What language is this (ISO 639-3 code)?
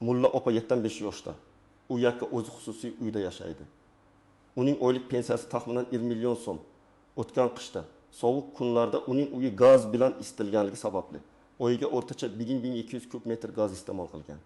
uzb